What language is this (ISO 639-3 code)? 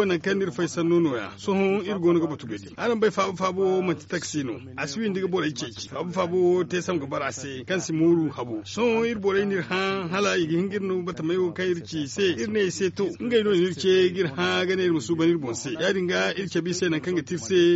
dje